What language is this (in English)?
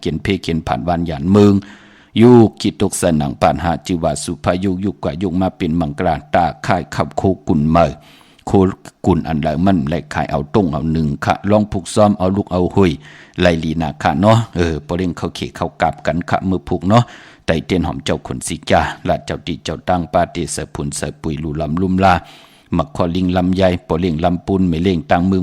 Shan